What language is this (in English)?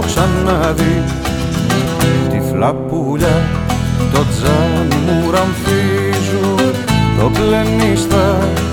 Greek